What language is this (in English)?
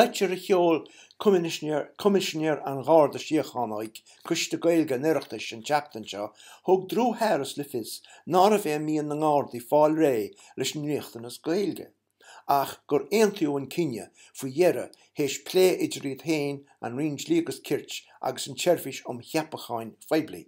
Irish